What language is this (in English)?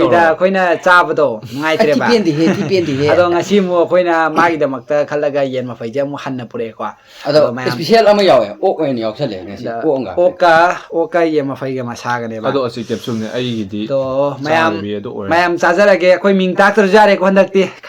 Manipuri